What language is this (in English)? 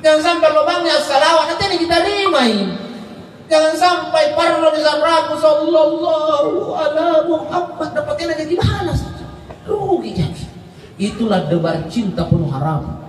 Makasar